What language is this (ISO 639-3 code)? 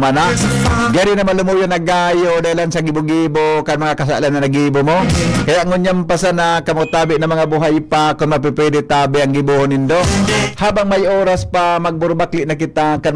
bik